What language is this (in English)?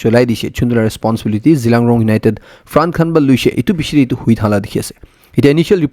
Naga Pidgin